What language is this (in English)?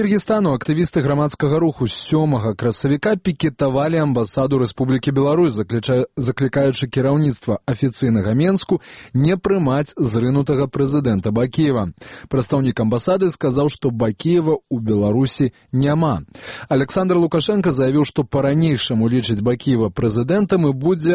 Belarusian